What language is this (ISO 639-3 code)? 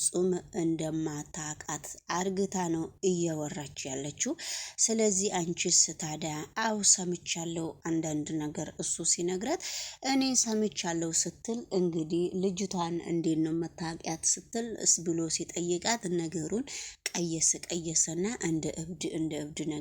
amh